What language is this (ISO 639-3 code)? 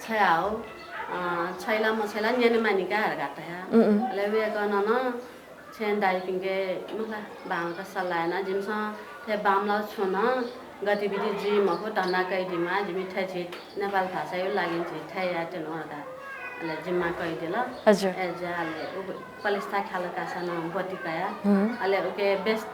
new